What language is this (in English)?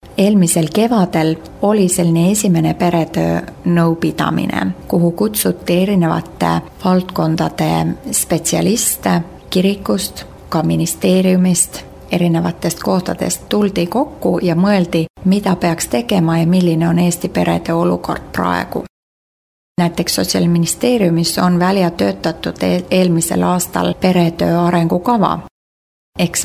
Estonian